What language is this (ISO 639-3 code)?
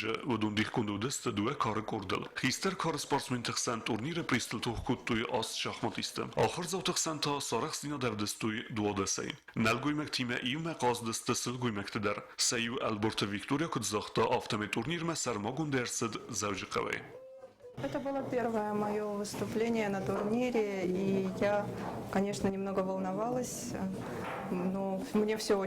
oss